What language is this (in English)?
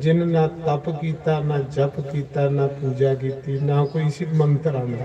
Dogri